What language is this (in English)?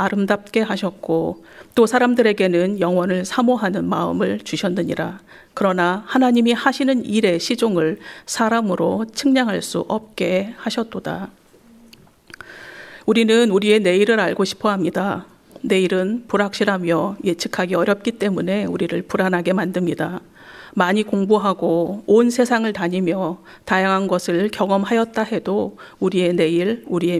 Korean